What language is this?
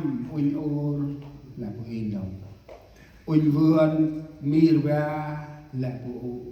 Central Mnong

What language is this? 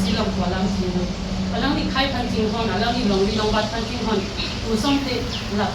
Karbi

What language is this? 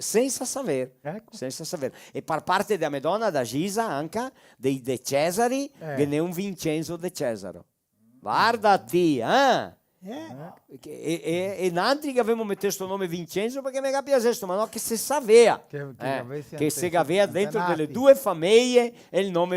Venetian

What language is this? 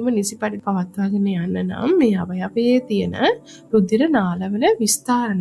Sinhala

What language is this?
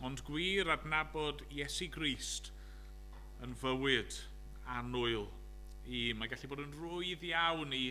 Welsh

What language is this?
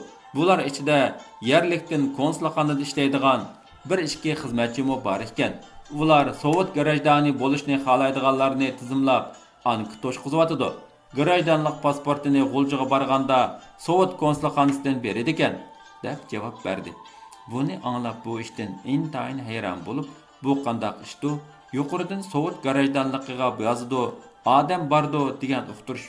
Uyghur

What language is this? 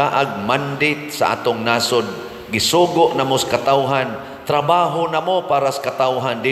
Cebuano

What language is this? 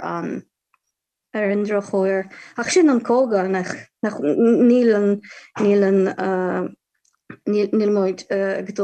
Irish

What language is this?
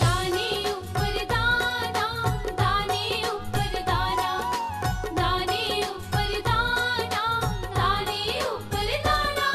Dogri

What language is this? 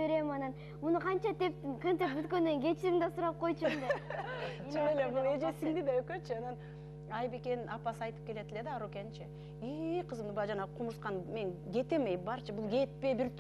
Kyrgyz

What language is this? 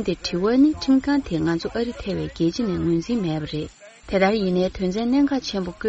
Tibetan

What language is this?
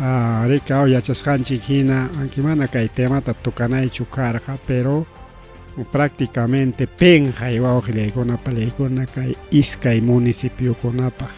Ayacucho Quechua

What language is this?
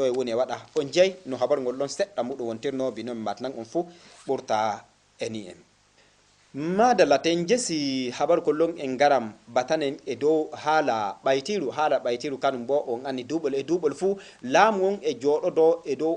Fula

